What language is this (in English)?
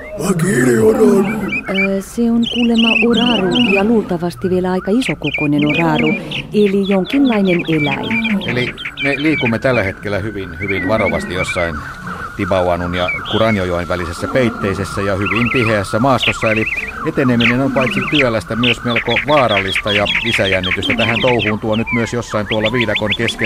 Finnish